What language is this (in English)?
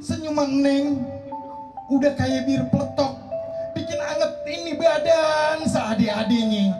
Betawi